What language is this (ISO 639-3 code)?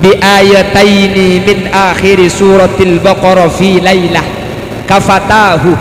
mad